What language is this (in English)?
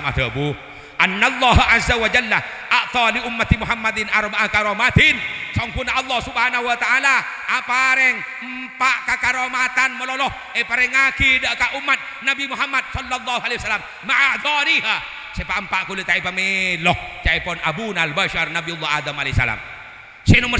Madurese